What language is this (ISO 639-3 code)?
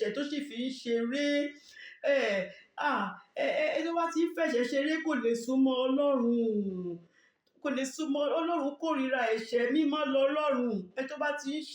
yor